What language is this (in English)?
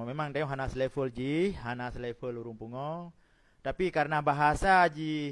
Achinese